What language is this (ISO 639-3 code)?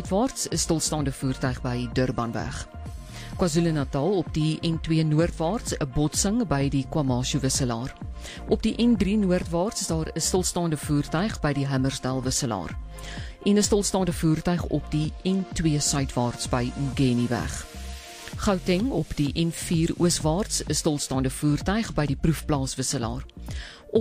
afr